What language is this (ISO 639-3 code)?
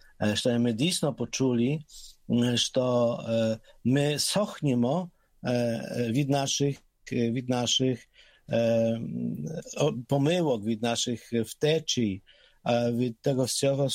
pol